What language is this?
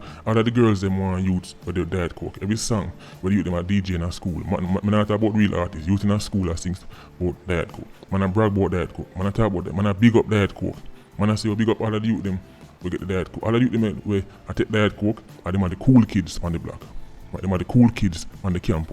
Jamaican Creole English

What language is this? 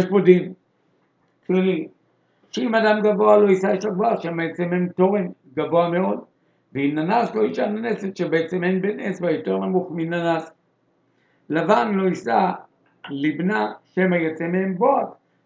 Hebrew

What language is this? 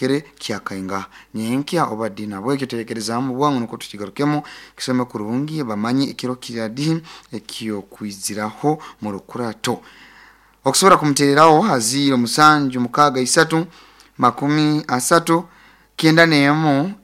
Nyoro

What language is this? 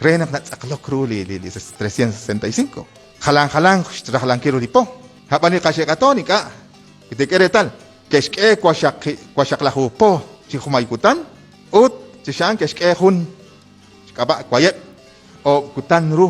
Kekchí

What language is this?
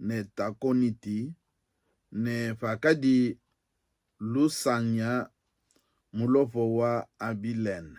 Luba-Lulua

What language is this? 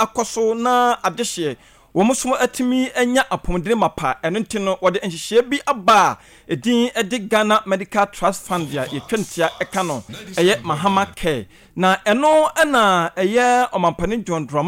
Akan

